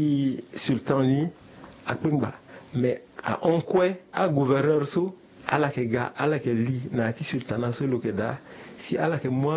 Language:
Sango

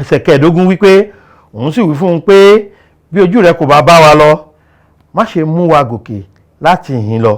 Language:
Yoruba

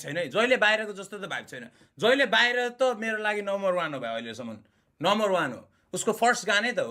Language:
Nepali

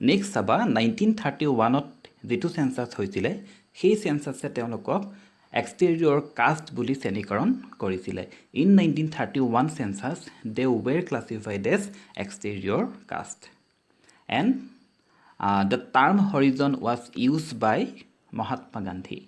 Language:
Assamese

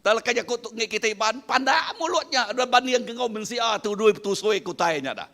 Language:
Iban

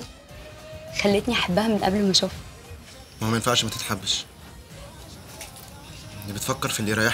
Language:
Egyptian Arabic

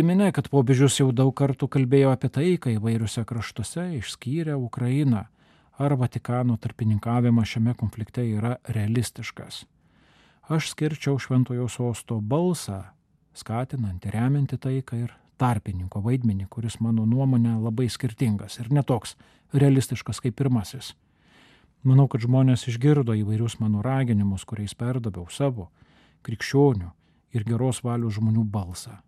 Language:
Lithuanian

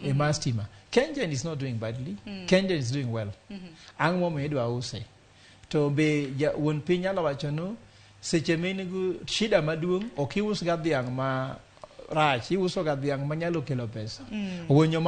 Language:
Luo (Kenya and Tanzania)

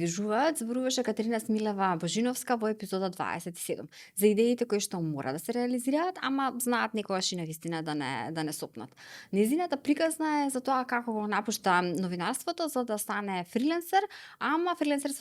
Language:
Macedonian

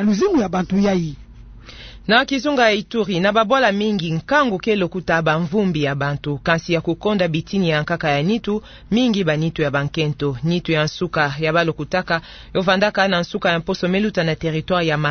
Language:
Kituba (Democratic Republic of Congo)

